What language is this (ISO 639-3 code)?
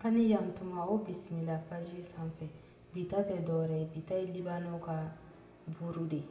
bam